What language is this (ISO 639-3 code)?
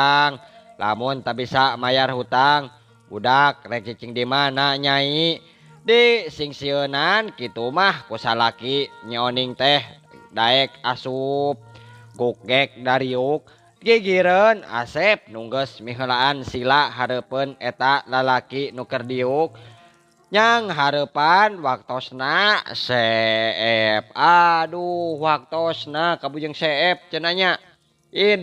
sun